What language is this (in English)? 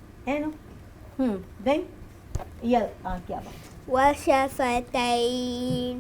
Divehi